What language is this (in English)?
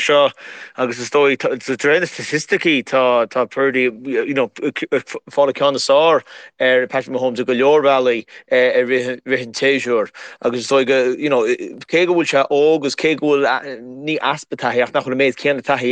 Irish